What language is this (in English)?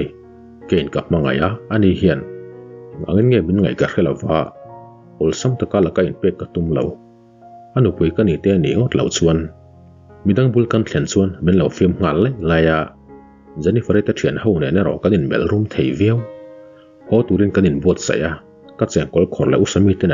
Mizo